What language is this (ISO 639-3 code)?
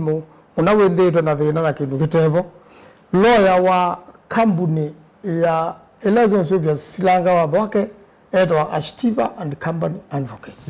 kam